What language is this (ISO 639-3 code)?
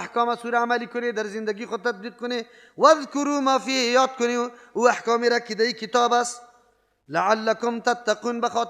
fas